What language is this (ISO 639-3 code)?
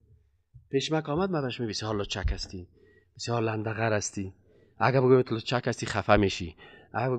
fas